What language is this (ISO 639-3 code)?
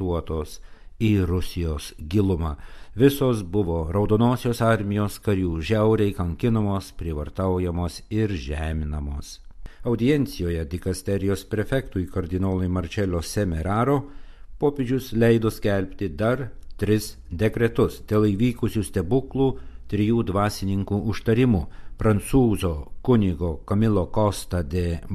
lit